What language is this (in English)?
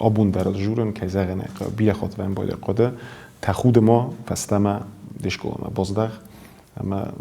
Ossetic